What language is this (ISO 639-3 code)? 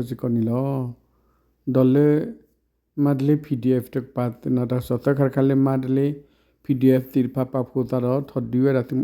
ksw